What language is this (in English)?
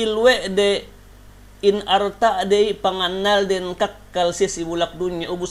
Yakan